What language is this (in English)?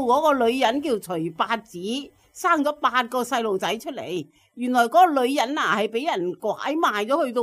Cantonese